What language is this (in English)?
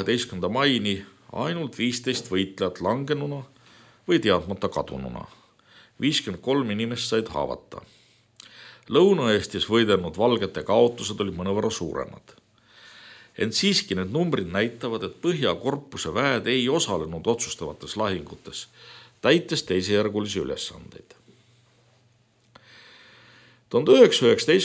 Estonian